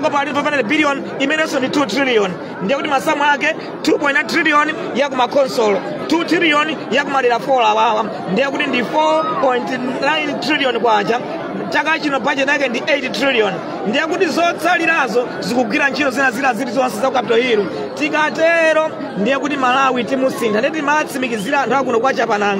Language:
Nyanja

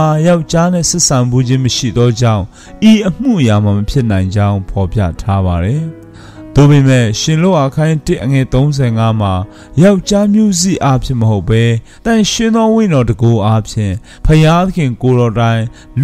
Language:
Burmese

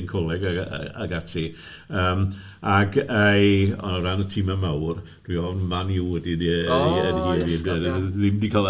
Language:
Welsh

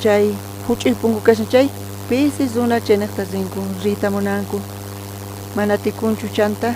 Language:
South Bolivian Quechua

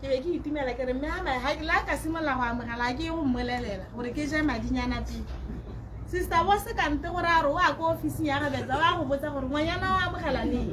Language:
Tswana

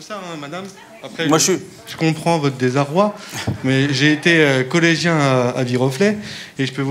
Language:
French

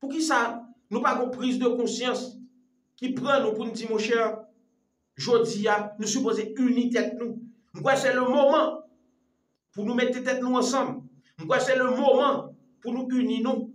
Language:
Haitian Creole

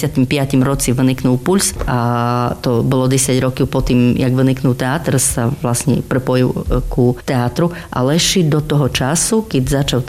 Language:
Slovak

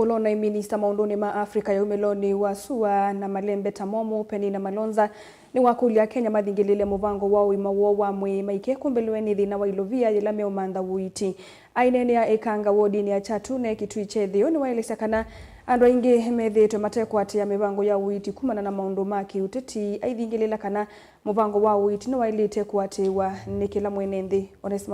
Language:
Kamba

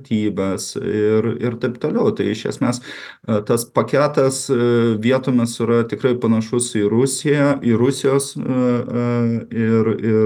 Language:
Lithuanian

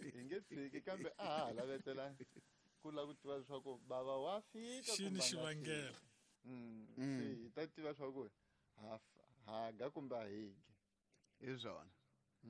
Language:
Tsonga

